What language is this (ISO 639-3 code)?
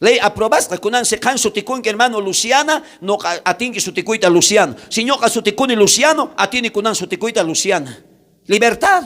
quh